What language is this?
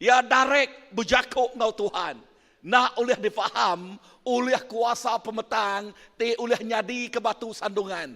Iban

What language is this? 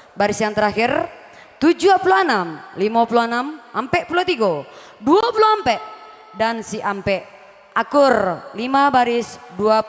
Minangkabau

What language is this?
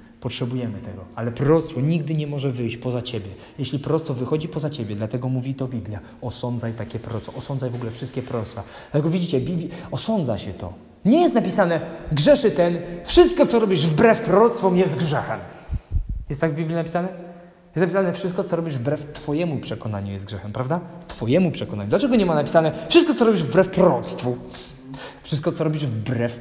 Polish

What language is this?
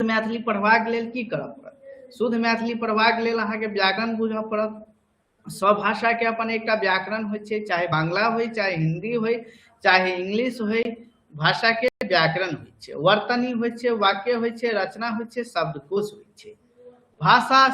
Maithili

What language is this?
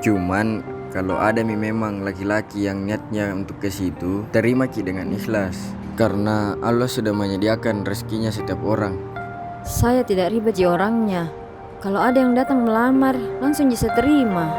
Makassar Malay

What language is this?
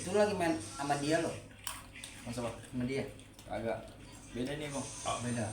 Betawi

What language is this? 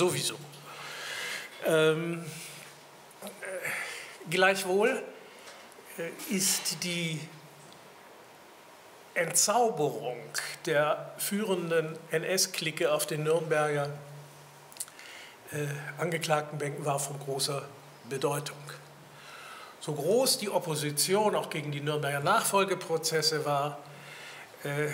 German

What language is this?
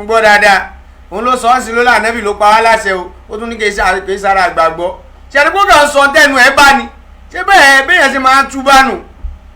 Yoruba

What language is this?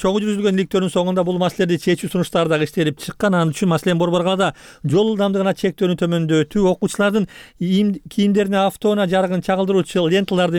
Kyrgyz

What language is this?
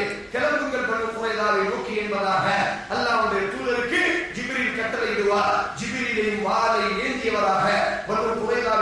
Tamil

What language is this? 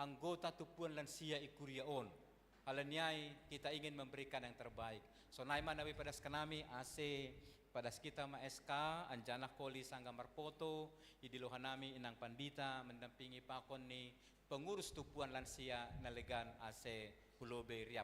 Batak Simalungun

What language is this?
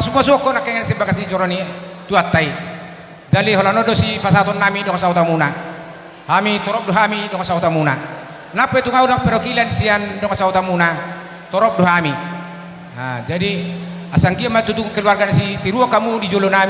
Batak Toba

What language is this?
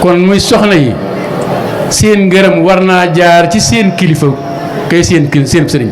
Wolof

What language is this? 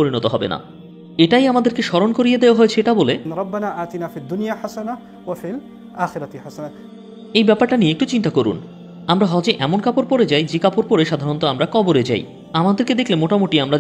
Bangla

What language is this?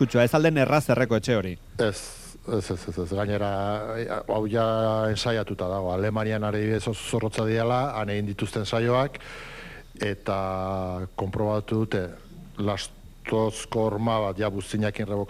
Basque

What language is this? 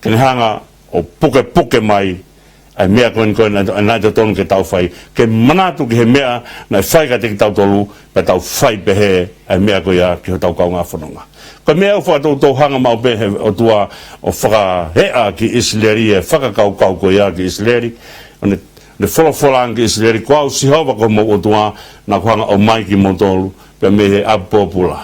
Tongan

